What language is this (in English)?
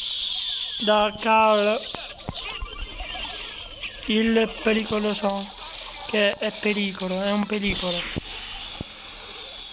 Italian